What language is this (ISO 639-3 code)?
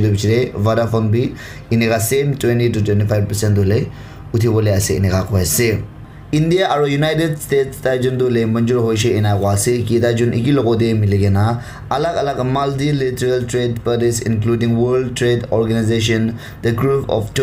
nag